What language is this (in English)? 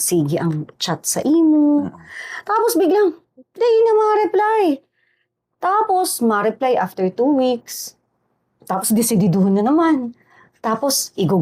Bikol